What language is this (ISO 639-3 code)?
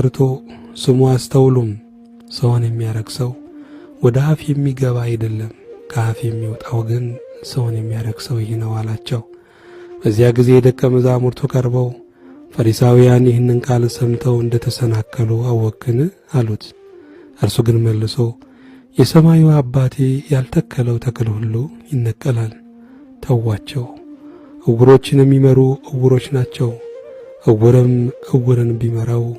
amh